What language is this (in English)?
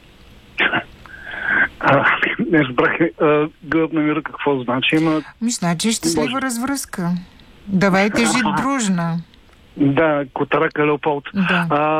Bulgarian